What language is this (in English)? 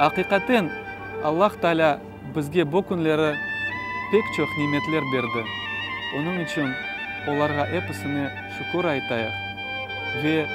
Crimean Tatar